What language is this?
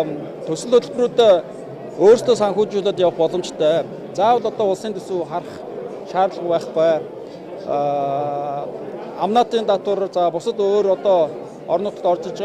Mongolian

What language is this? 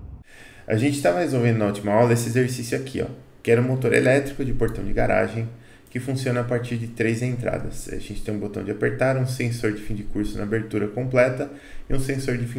Portuguese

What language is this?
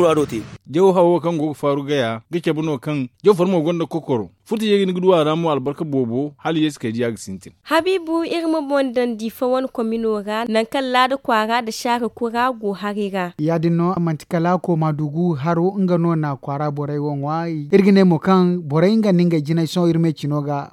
Zarma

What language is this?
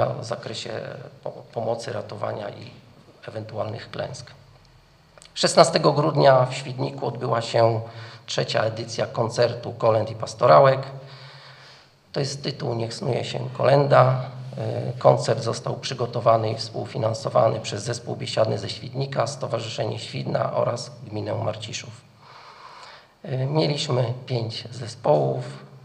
Polish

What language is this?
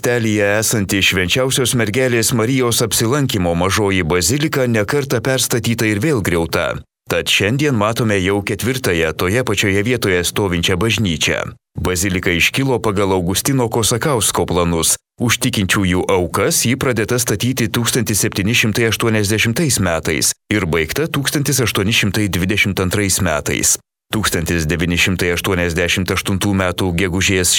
Lithuanian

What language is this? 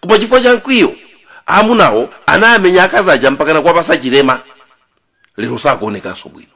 Nyanja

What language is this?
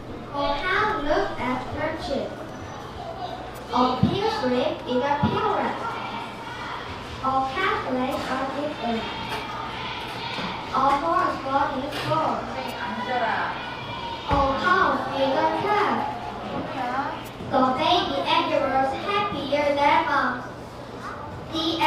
English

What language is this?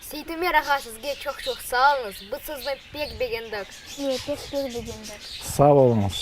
Crimean Tatar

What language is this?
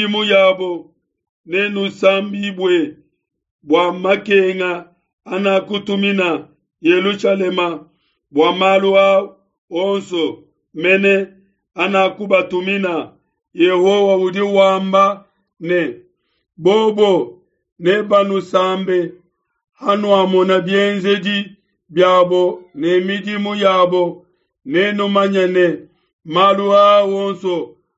Luba-Lulua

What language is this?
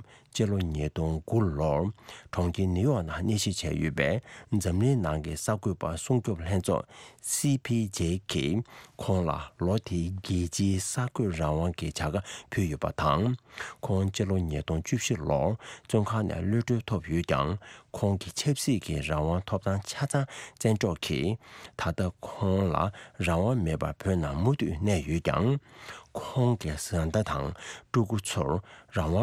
Tibetan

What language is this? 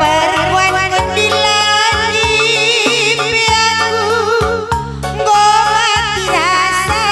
Batak Karo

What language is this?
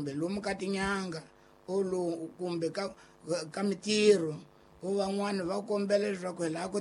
Tsonga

